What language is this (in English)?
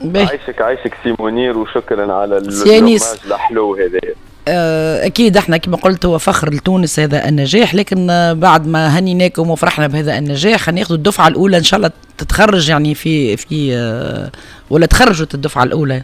Tunisian Arabic